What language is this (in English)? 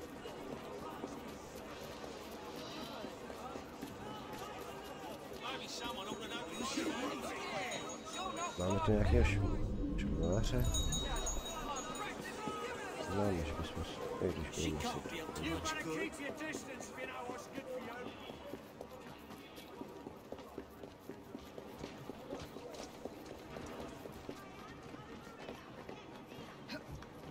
Czech